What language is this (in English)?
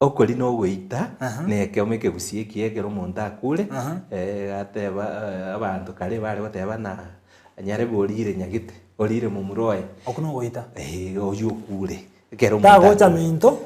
Gusii